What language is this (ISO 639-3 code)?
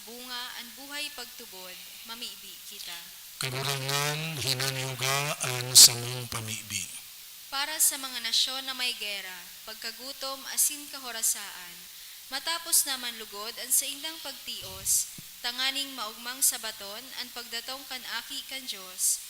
bik